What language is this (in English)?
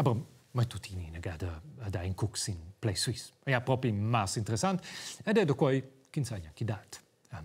Romansh